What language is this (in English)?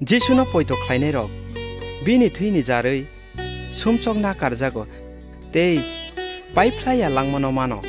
Kok Borok